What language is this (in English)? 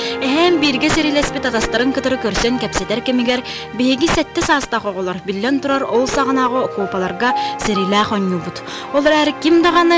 Yakut